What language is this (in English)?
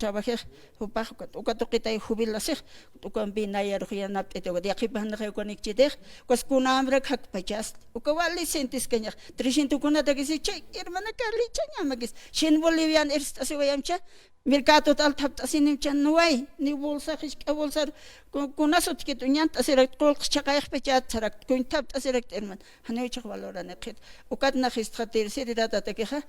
Aymara